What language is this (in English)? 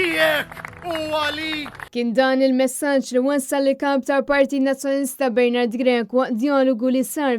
Maltese